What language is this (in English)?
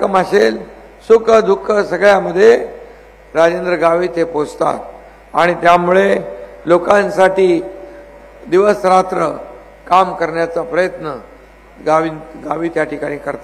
Marathi